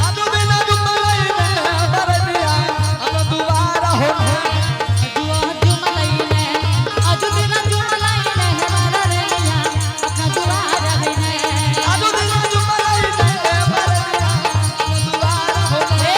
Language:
Angika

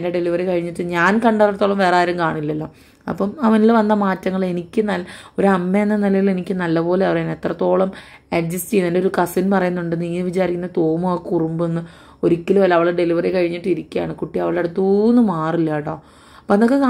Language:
Malayalam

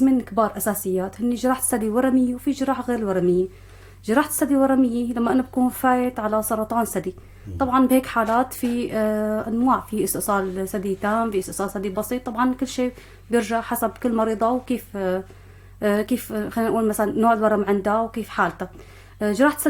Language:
North Levantine Arabic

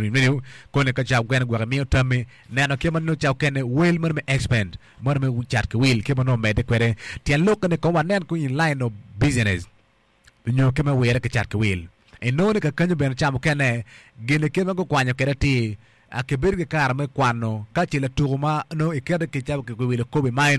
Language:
Acoli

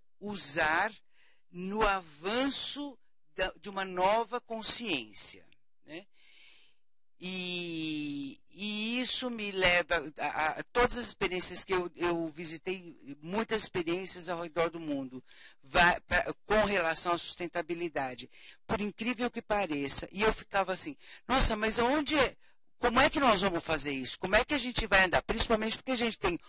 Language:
Portuguese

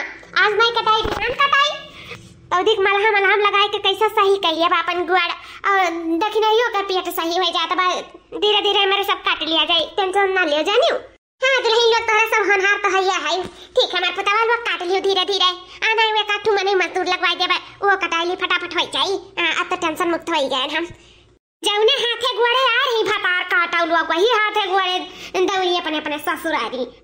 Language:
Awadhi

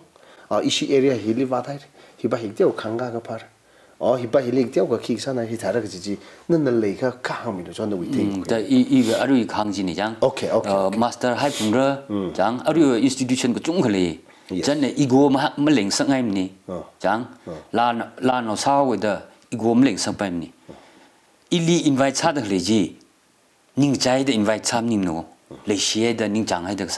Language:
Tangkhul Naga (India)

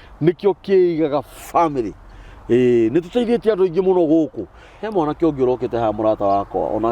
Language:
Kikuyu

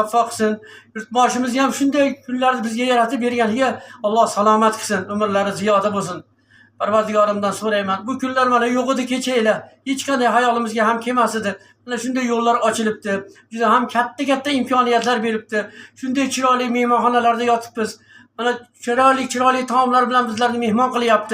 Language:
Uzbek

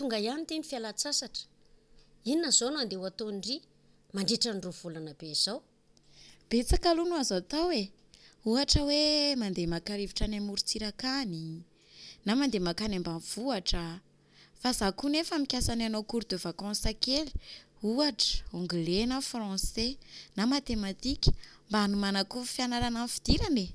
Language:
Malagasy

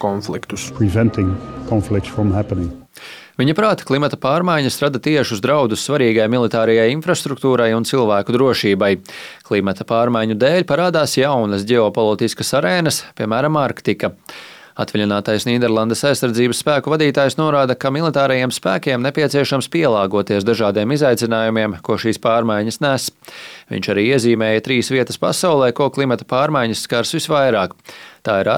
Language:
Latvian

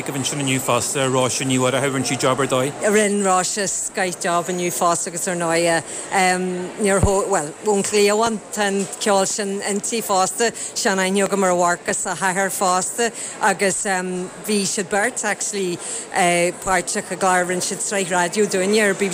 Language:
Irish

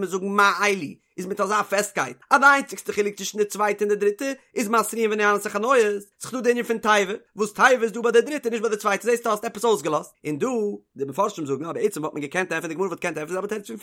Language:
Yiddish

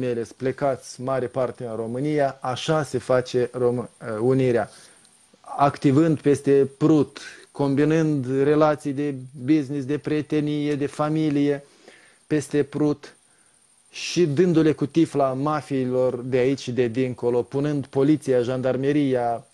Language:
Romanian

